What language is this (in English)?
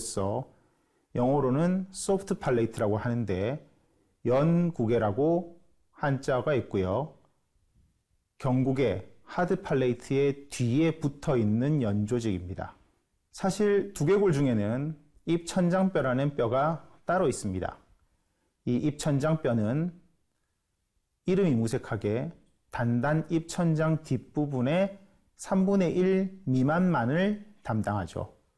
Korean